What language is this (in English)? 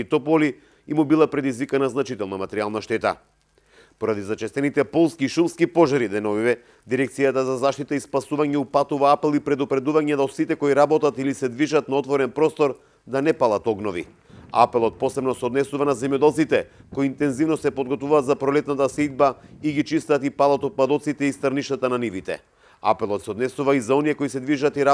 Macedonian